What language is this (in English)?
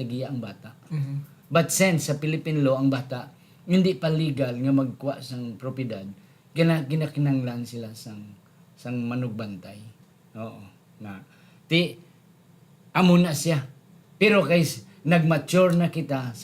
Hiligaynon